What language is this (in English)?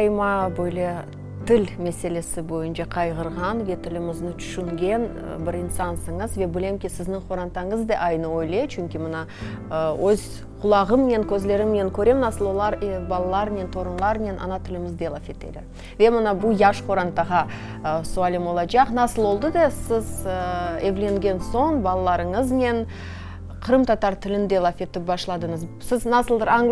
Crimean Tatar